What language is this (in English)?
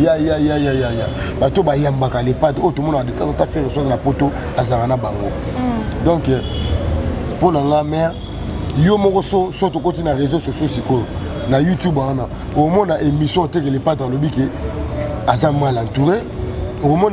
Lingala